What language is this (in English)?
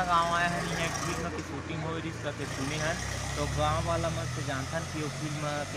Chhattisgarhi